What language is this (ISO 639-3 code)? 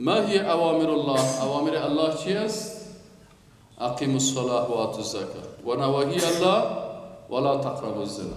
fas